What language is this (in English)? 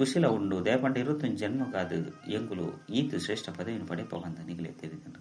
Tulu